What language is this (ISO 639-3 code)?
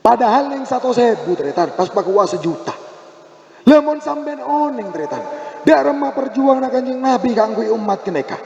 mad